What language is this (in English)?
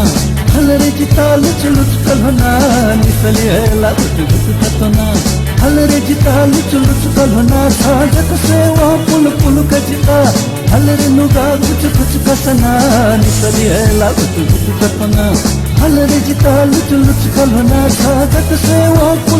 Newari